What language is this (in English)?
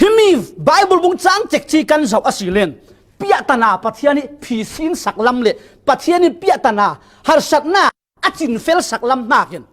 Falam Chin